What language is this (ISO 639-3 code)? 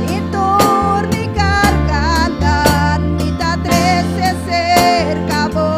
pap